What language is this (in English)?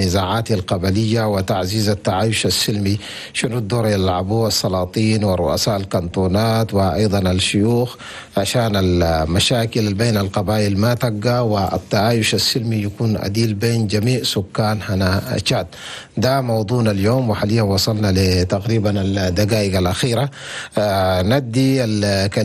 Chadian Arabic